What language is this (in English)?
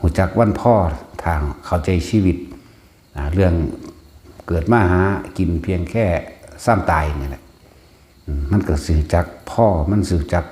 Lao